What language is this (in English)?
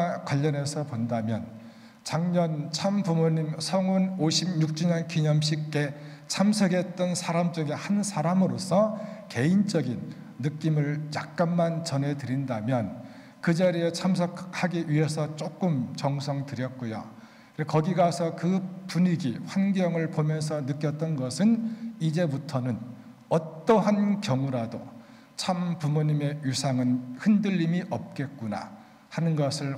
Korean